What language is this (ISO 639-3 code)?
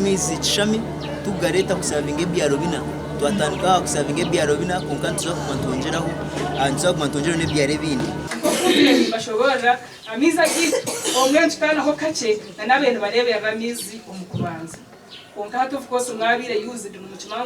nyn